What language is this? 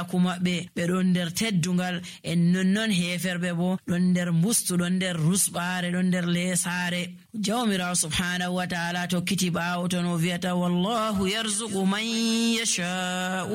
Nigerian Fulfulde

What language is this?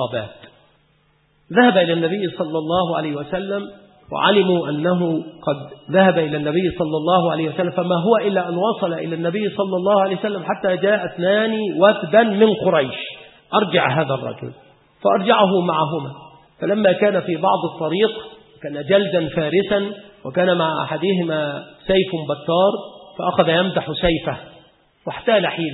Arabic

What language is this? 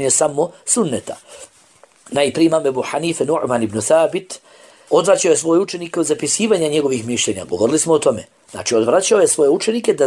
Bosnian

